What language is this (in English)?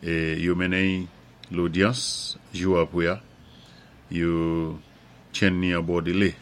Saint Lucian Creole French